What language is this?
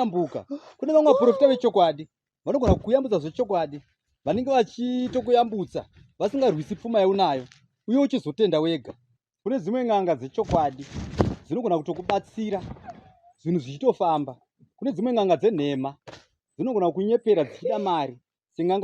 Shona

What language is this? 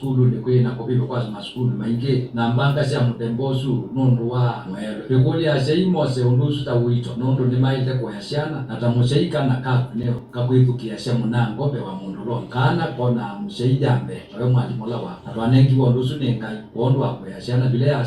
Kamba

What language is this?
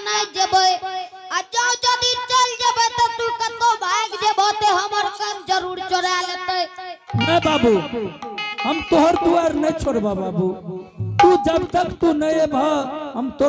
Angika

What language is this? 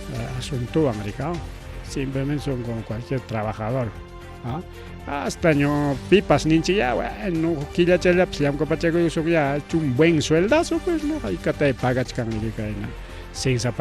Ayacucho Quechua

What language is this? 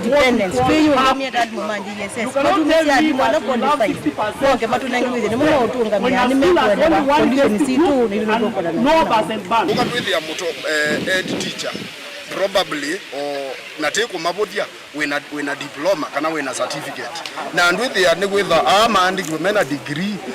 Kamba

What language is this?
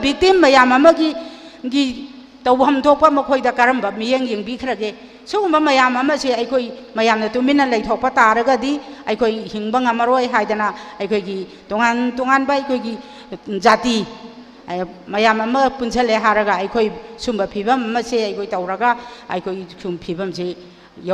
Manipuri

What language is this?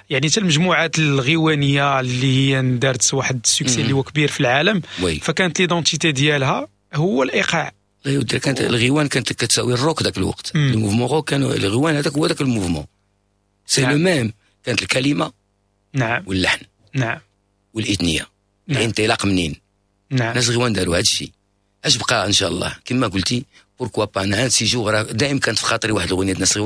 Moroccan Arabic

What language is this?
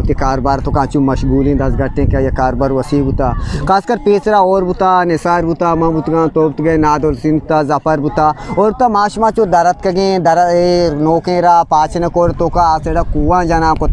Eastern Balochi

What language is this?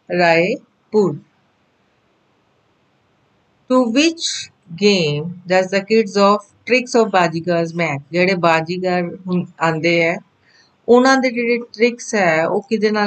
Punjabi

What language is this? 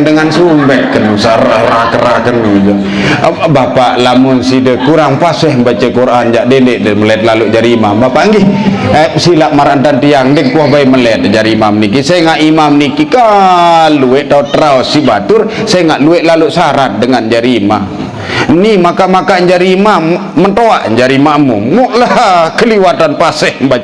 Sasak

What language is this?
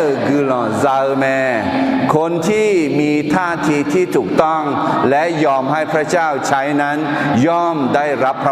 Akha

